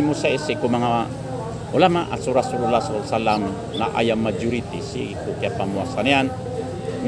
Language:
Maranao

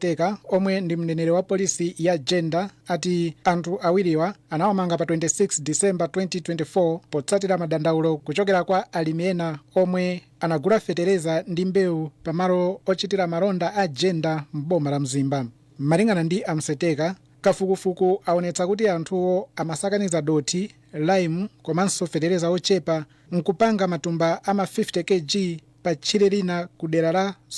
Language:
Nyanja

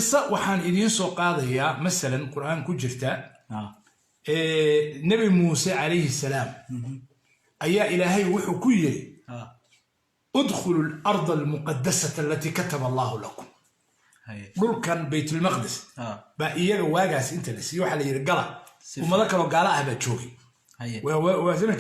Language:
Somali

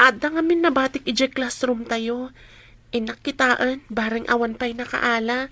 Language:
Iloko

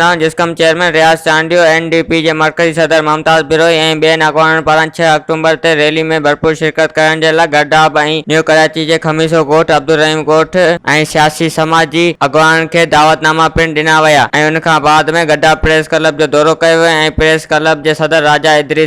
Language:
Sindhi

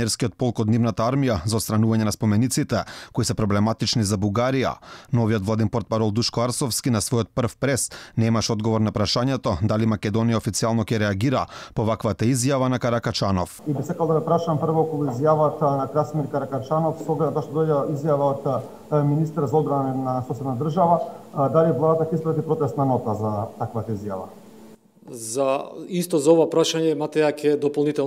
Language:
Macedonian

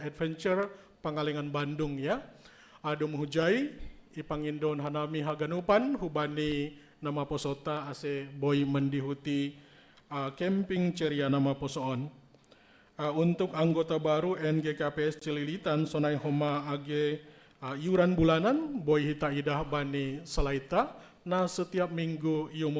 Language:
Batak Simalungun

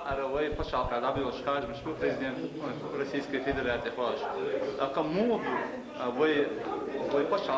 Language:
Chechen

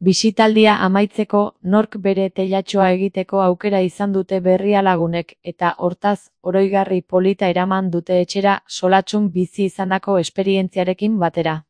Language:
Basque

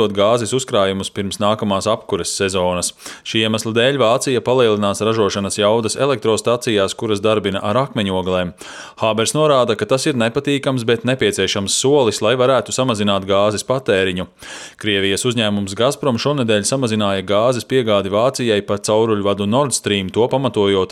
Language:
Latvian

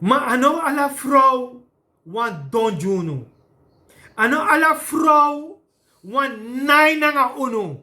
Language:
Sranan Tongo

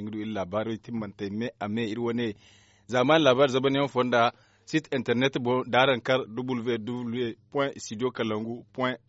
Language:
Zarma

